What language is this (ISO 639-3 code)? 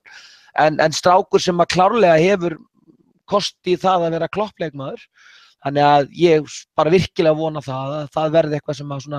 isl